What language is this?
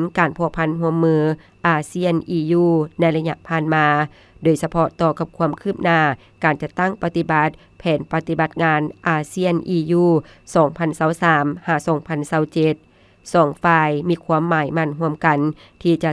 Lao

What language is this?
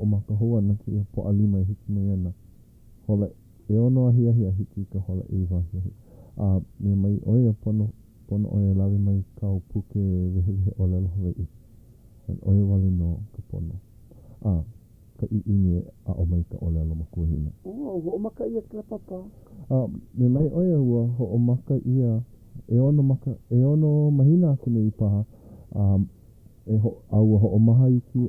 Hawaiian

